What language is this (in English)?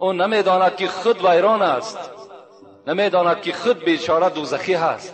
Tajik